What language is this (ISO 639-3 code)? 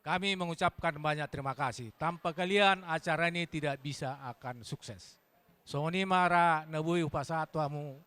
bbc